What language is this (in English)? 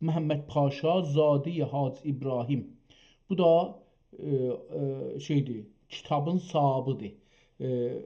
South Azerbaijani